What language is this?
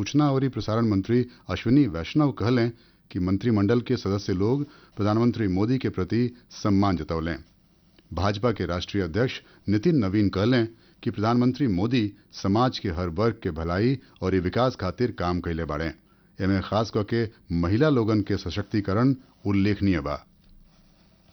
Bhojpuri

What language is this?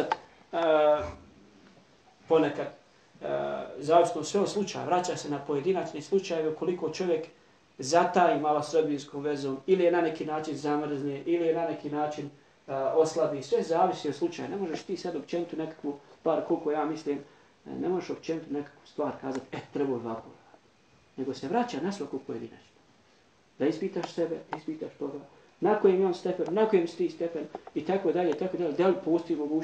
Bosnian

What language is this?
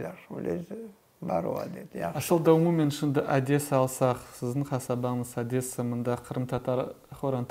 Crimean Tatar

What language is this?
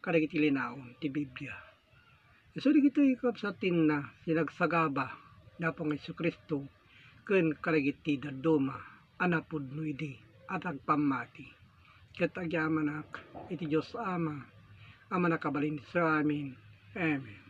Iloko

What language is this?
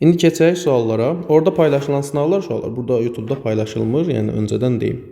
Azerbaijani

